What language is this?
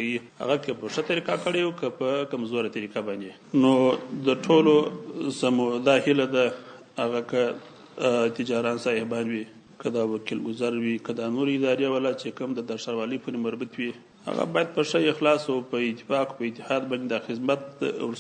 Pashto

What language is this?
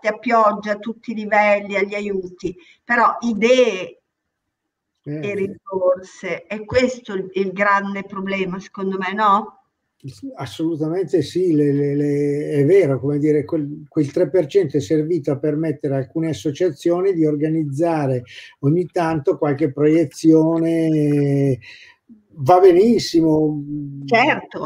Italian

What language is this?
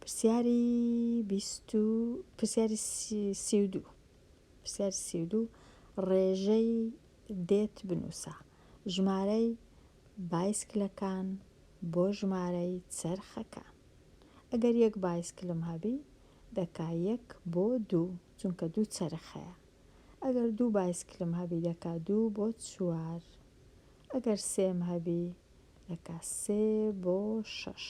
Central Kurdish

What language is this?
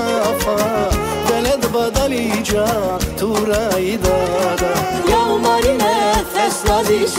Tabassaran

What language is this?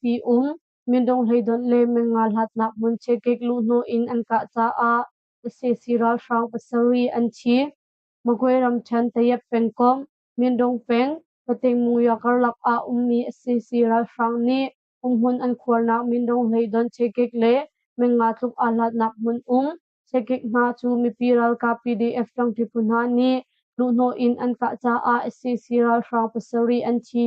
Hakha Chin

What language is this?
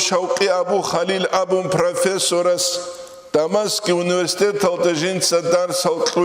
Avaric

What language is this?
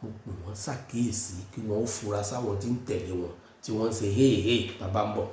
Yoruba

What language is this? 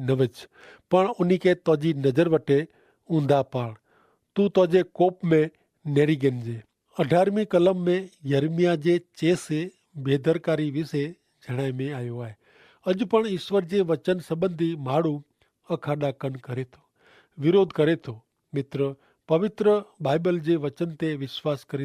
Kachhi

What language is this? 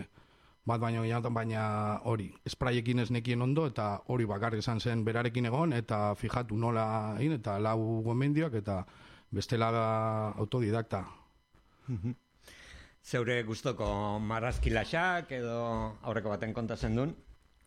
Basque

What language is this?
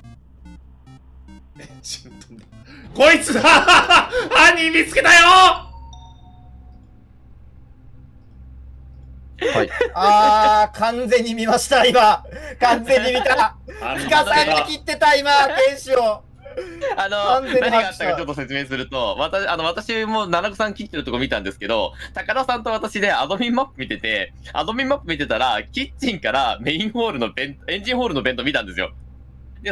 Japanese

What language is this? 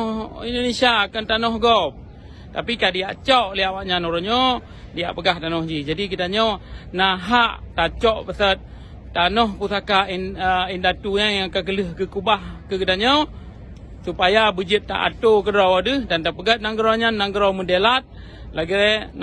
Achinese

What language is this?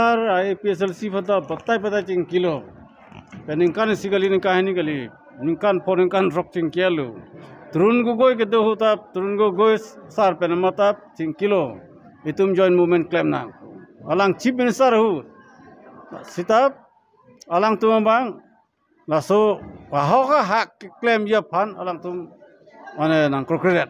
Karbi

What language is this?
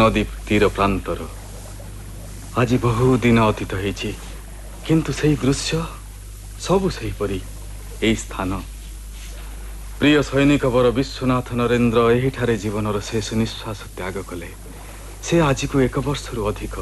Odia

